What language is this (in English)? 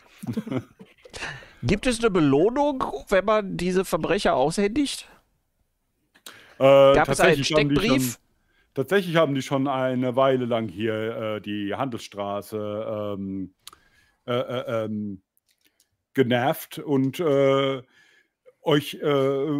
German